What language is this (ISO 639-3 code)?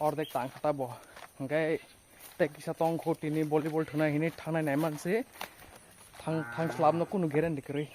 trp